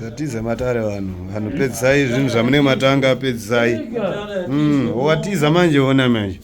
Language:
Shona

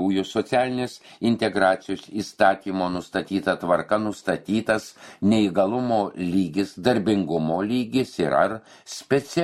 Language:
Lithuanian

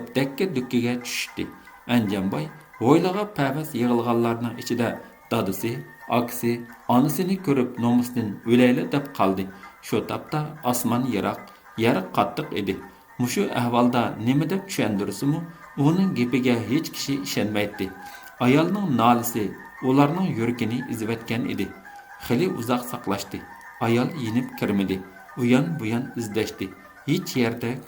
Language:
Uyghur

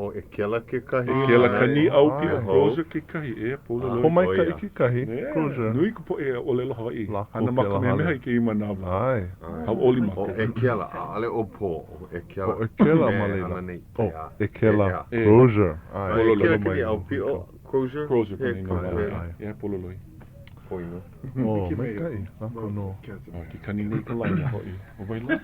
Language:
Hawaiian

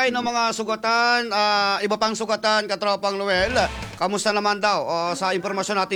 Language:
Filipino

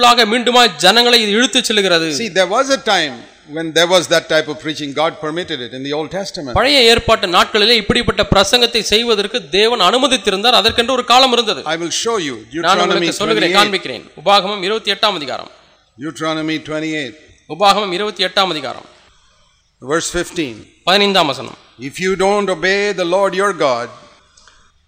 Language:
Tamil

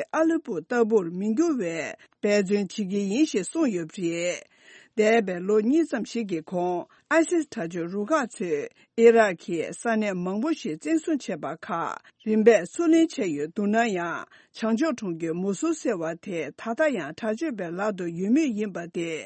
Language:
Tibetan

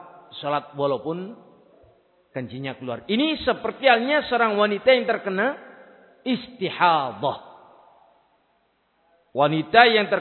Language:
Indonesian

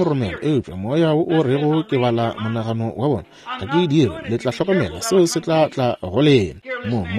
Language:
Northern Sotho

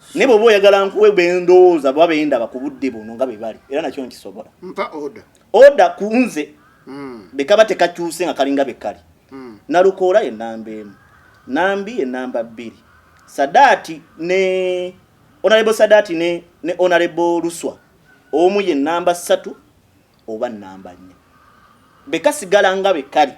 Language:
Ganda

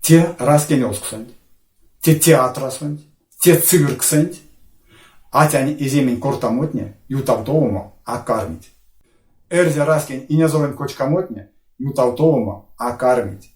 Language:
Erzya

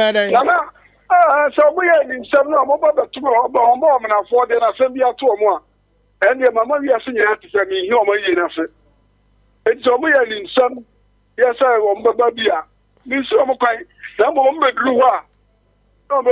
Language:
Akan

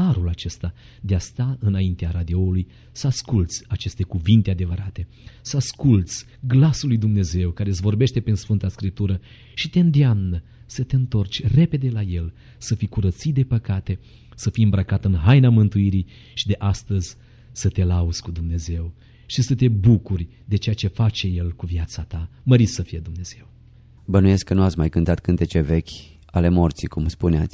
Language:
Romanian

